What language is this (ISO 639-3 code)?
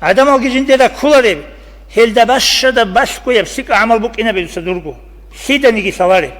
ava